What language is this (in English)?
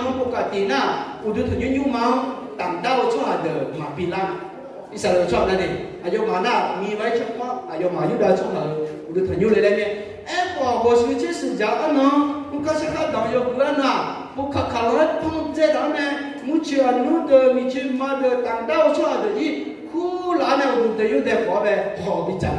Akha